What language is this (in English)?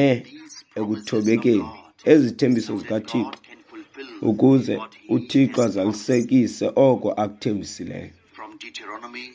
Xhosa